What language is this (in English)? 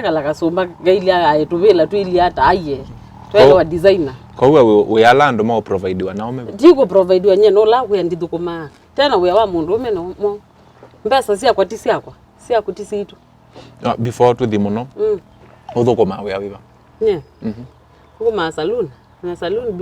Kamba